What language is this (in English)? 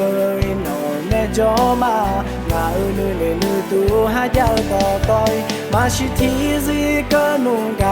Akha